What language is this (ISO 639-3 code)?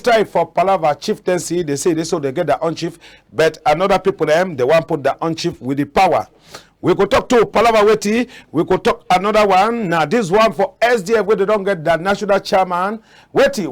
wes